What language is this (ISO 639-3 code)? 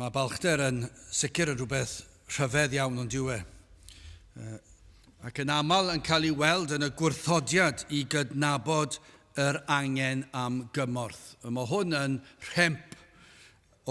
cym